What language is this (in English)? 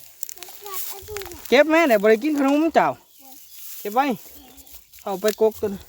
Lao